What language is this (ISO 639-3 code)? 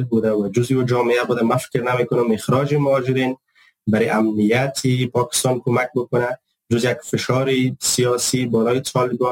fas